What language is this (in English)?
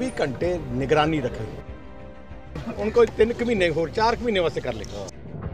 Punjabi